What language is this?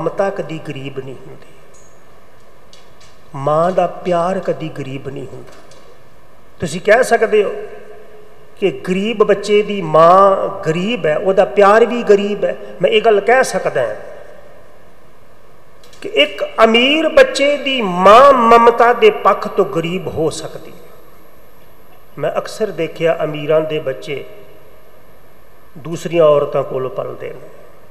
Punjabi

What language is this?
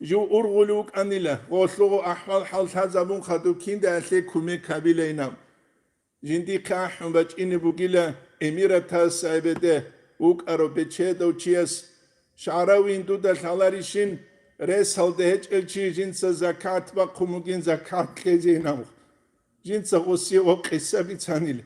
Avaric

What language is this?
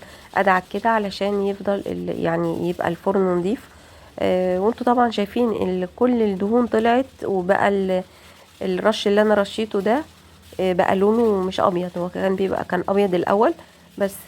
Egyptian Arabic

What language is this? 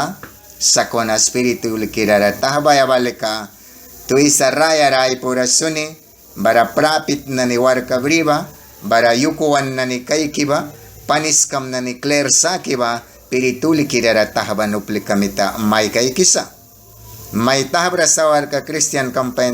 Mískito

